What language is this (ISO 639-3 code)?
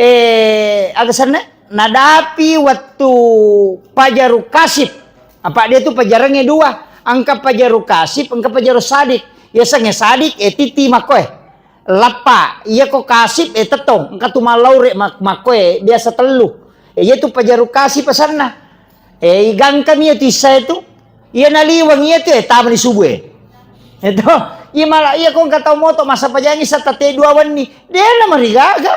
bug